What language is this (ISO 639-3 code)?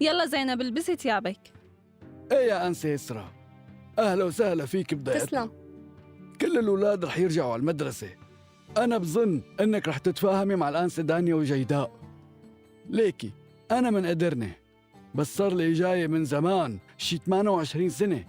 apc